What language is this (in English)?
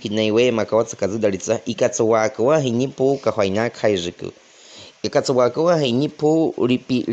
Baniwa